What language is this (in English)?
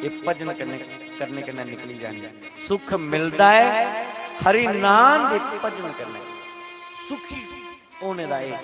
Dogri